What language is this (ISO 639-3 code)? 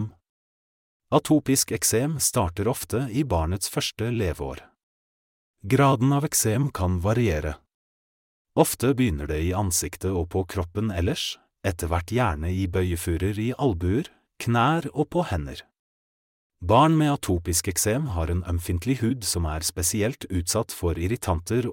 nor